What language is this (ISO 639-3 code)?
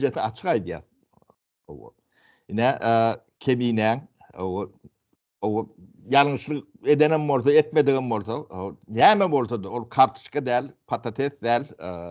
tuk